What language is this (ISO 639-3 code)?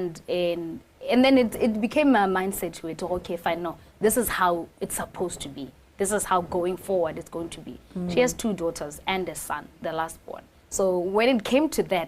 tsn